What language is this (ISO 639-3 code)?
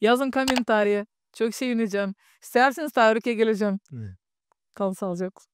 gag